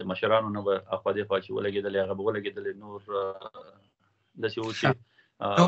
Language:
Pashto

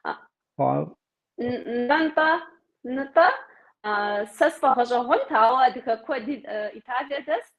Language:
Kabardian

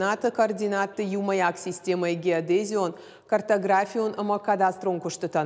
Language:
Ossetic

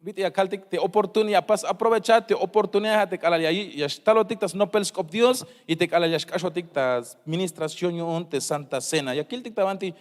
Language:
Tzeltal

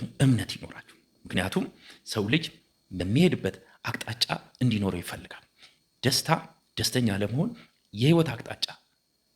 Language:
Amharic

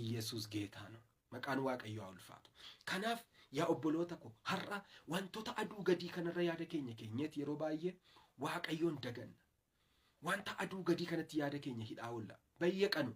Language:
Oromo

